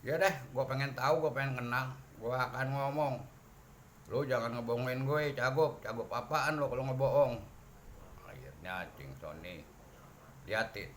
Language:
Betawi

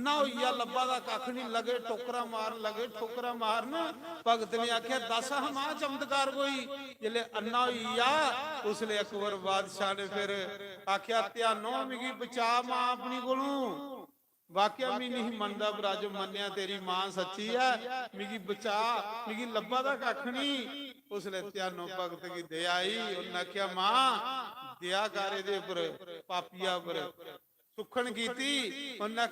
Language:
Dogri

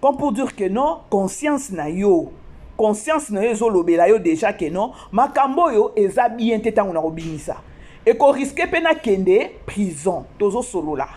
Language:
Lingala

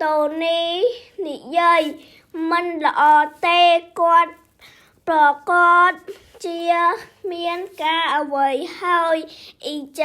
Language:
Khmer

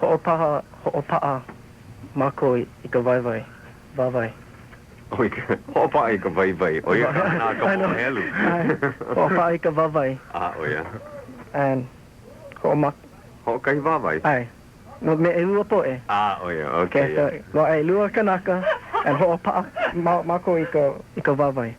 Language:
Hawaiian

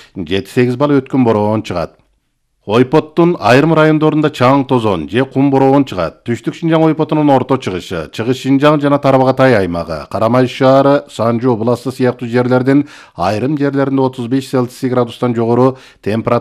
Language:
Kyrgyz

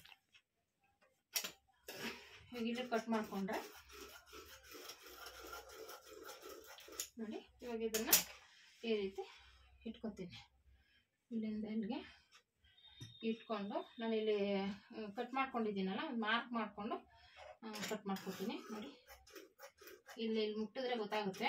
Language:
Kannada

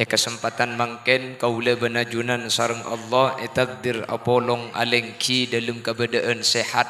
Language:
Madurese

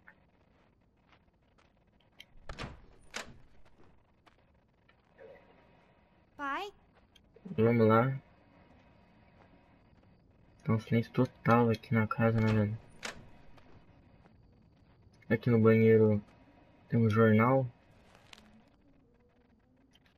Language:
Portuguese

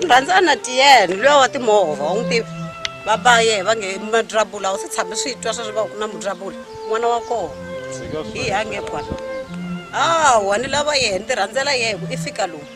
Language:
Tsonga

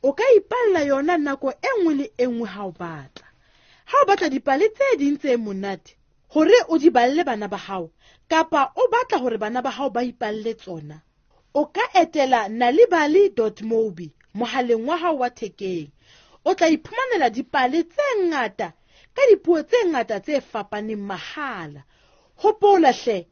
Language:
Southern Sotho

